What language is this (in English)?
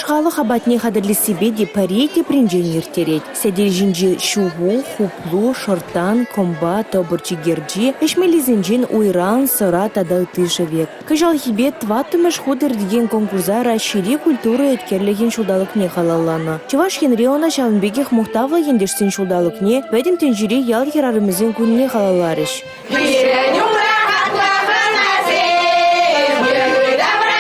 Chuvash